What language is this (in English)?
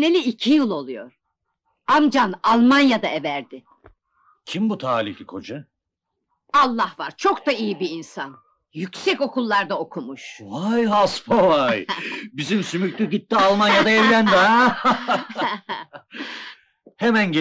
Turkish